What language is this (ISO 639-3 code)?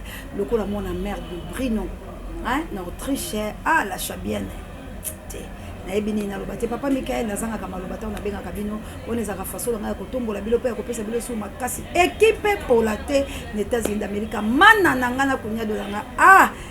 lin